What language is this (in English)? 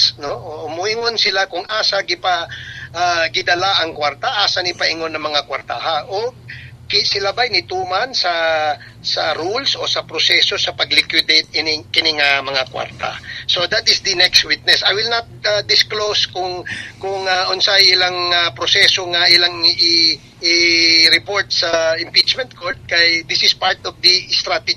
Cebuano